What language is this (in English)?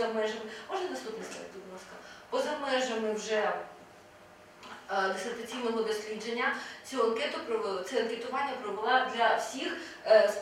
Ukrainian